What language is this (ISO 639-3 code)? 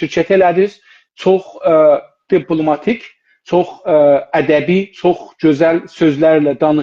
azb